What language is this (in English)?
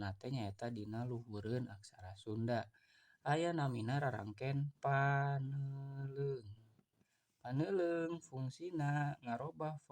Sundanese